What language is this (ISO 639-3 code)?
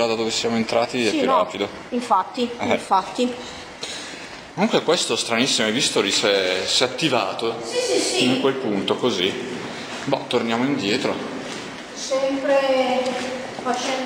ita